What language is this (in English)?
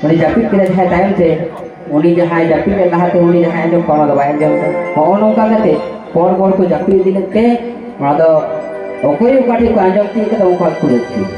Santali